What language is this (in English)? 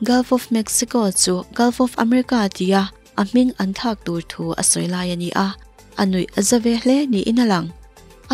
Mizo